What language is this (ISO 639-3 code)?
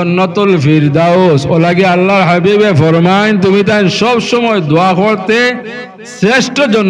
syl